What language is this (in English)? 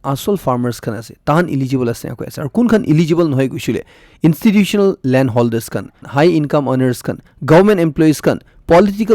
Naga Pidgin